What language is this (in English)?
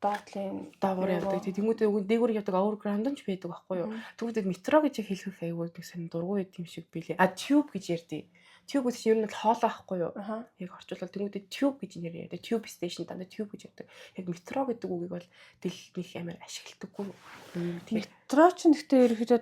Mongolian